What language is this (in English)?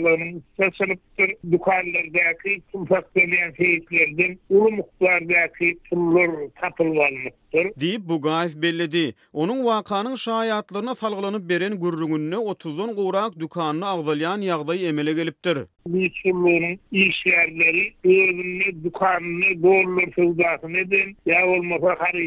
Turkmen